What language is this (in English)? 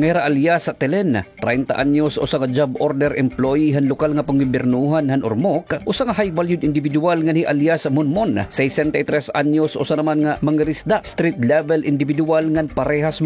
Waray